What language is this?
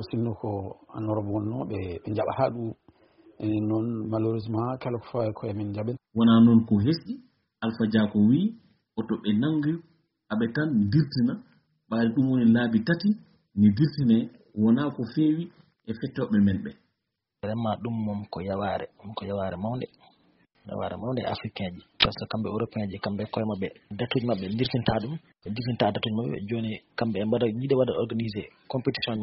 Fula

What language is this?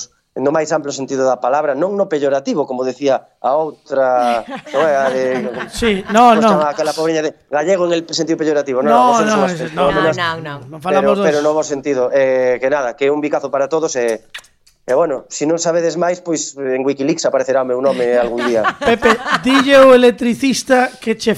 Galician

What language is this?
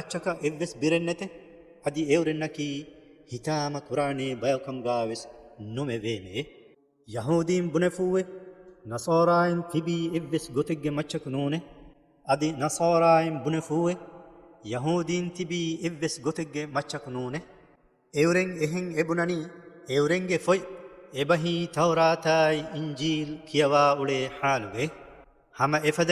Divehi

